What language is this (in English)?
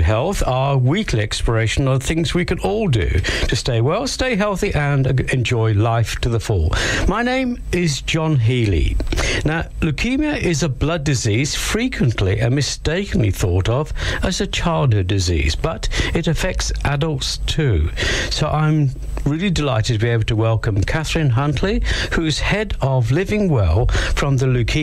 English